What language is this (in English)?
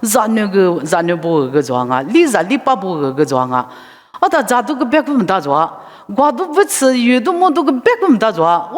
Lisu